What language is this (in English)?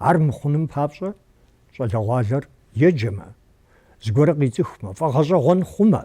Kabardian